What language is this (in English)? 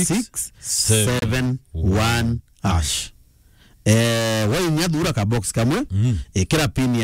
Meru